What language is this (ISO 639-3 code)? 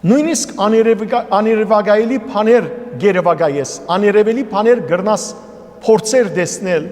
hyw